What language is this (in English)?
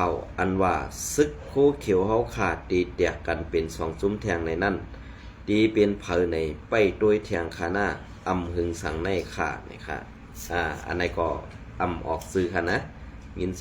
Shan